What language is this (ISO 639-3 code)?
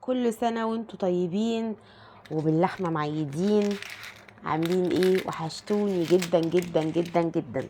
arz